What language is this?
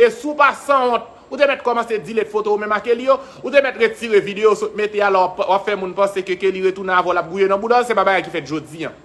Haitian Creole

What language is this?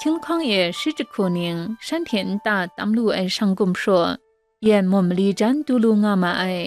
Kachin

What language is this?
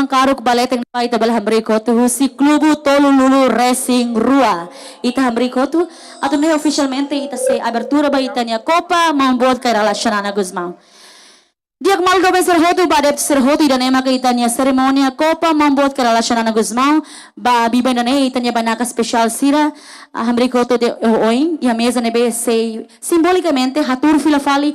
Tetum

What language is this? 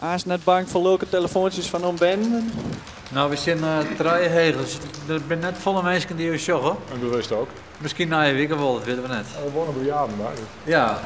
Western Frisian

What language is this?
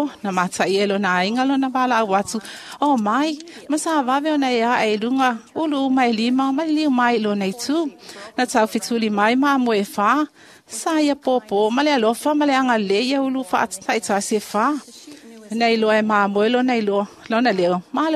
Samoan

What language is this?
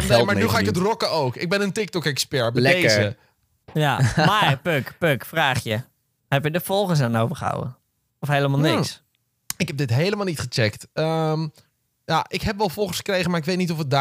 Dutch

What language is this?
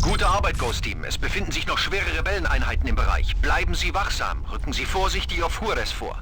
Bavarian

